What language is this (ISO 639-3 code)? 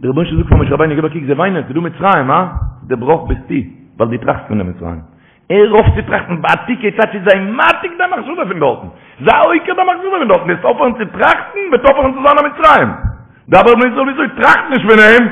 yid